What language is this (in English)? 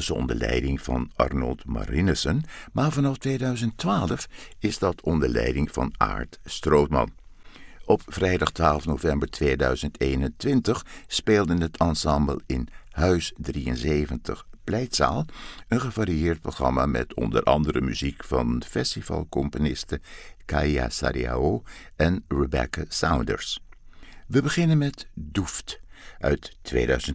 Dutch